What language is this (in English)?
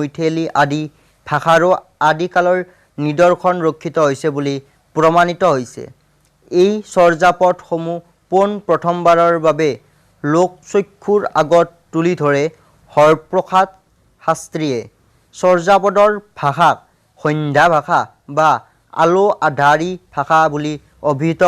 Assamese